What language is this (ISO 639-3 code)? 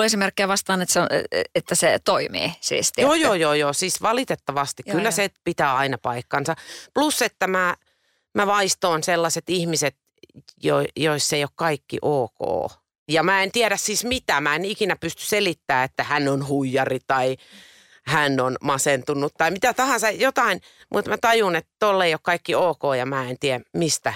fin